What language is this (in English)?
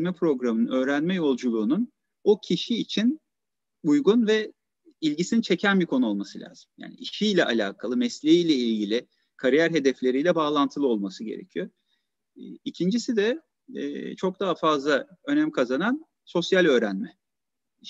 Turkish